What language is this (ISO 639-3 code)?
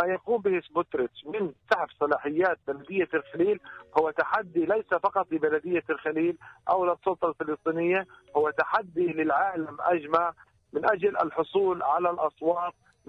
ara